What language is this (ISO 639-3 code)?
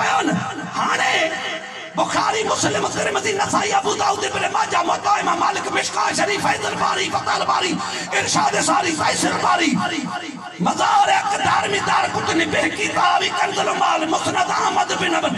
snd